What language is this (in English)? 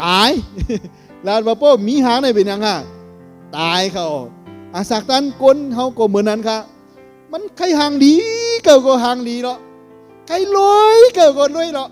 Shan